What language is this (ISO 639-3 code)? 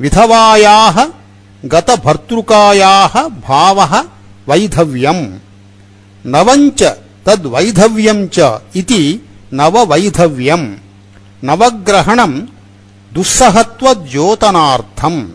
san